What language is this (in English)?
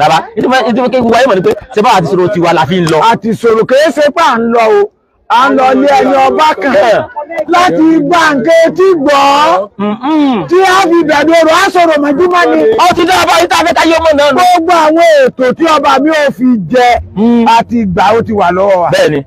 Yoruba